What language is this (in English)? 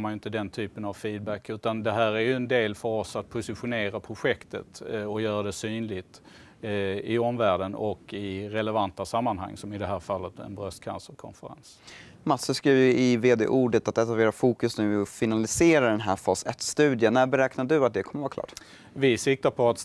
Swedish